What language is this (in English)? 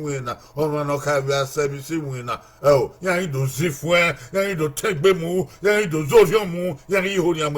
Bini